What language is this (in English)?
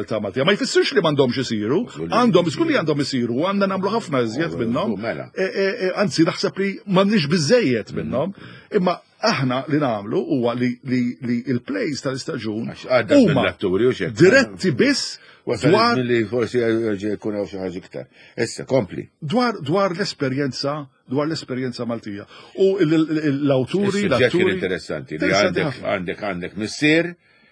Maltese